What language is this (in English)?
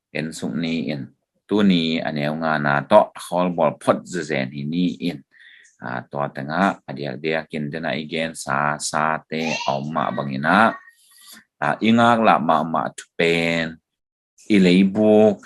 Tedim Chin